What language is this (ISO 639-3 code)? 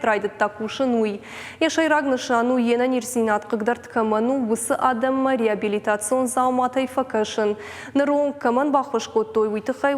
oss